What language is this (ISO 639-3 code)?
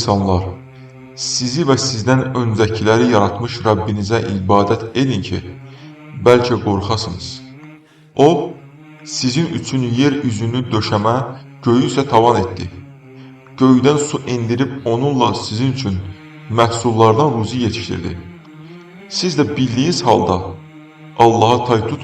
aze